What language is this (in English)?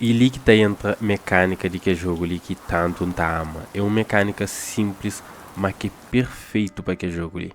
Kabuverdianu